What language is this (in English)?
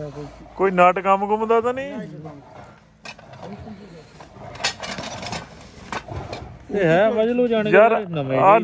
Punjabi